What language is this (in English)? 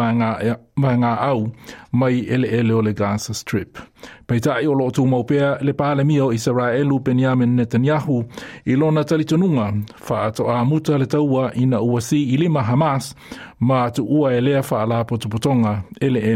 Samoan